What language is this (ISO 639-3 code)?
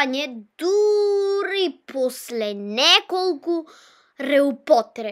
mkd